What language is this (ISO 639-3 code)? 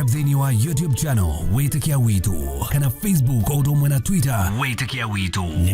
kik